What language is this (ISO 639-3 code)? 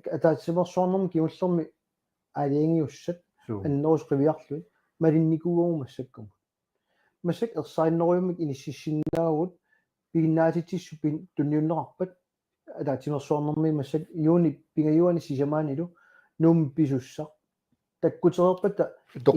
kal